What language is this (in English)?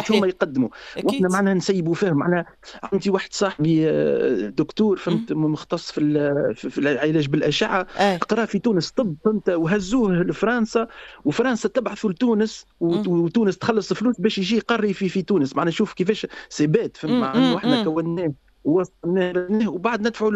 Tunisian Arabic